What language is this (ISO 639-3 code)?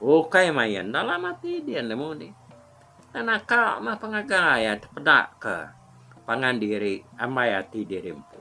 iba